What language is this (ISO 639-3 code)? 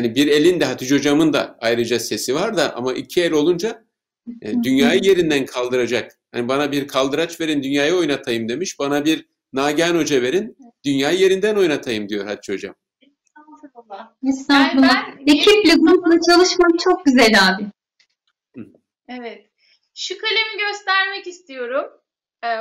tur